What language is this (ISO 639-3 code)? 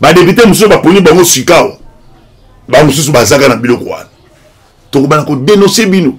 lin